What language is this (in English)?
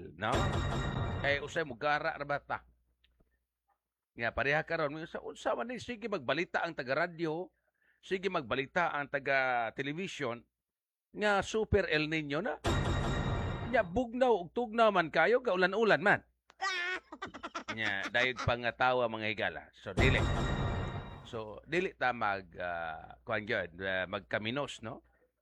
Cebuano